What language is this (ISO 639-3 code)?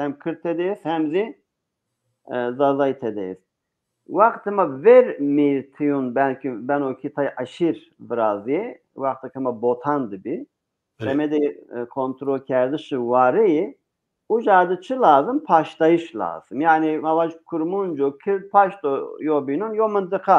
zza